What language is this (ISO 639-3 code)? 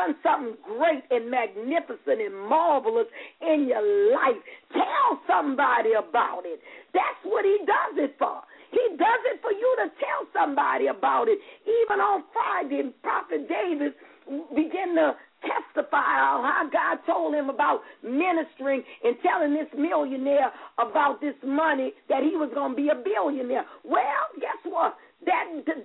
eng